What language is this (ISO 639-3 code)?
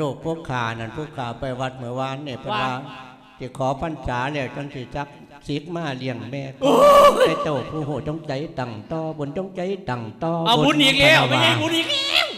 lao